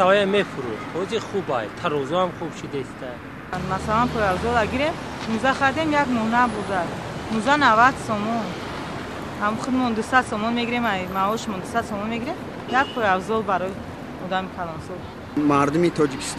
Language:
Tajik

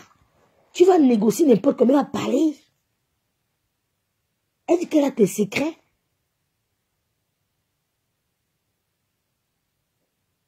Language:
French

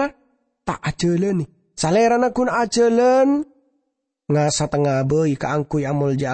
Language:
Madurese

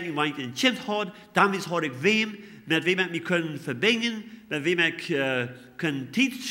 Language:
Plautdietsch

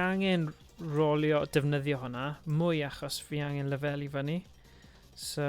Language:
Welsh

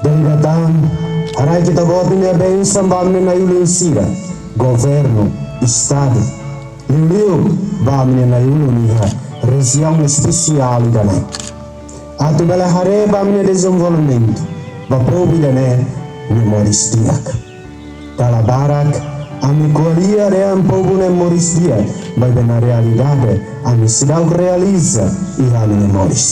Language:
Tetum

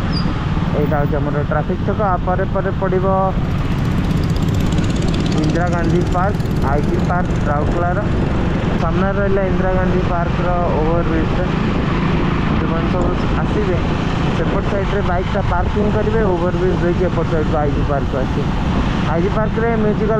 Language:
Odia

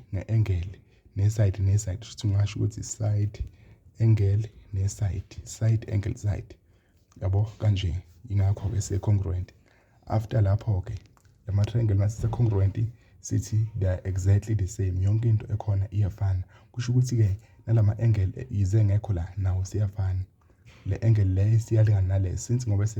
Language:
Zulu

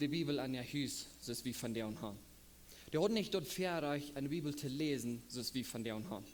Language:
Plautdietsch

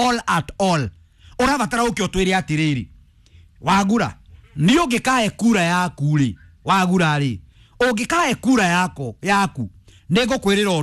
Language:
Kikuyu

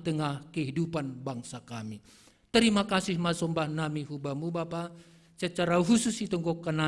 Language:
Batak Simalungun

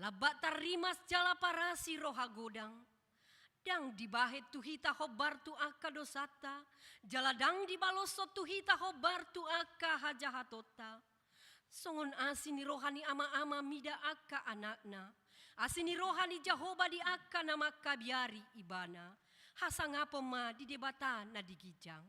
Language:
Batak Toba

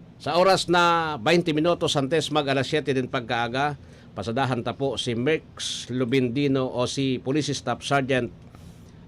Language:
Bikol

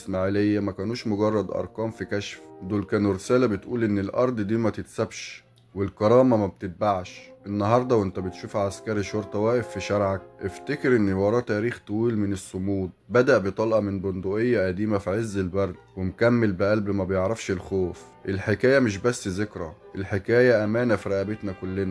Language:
Egyptian Arabic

